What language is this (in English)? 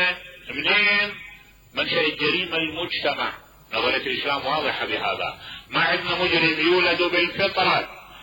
Mesopotamian Arabic